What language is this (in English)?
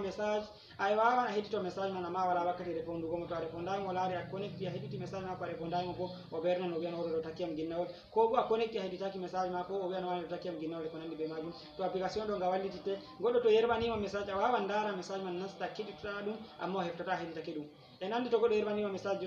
Fula